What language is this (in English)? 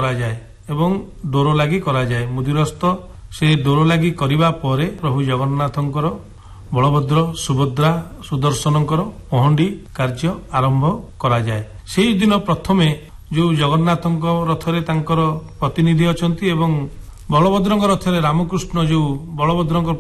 Odia